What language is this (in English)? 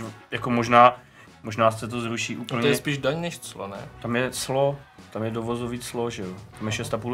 Czech